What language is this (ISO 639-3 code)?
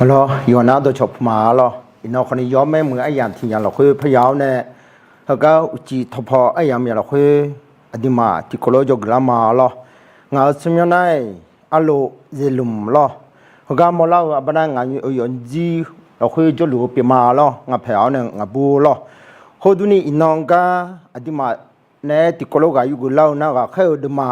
ahk